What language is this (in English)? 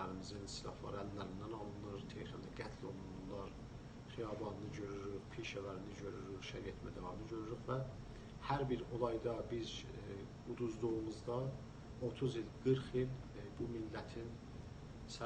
South Azerbaijani